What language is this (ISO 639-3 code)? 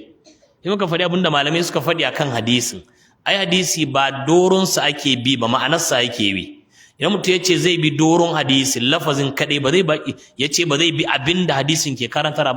hau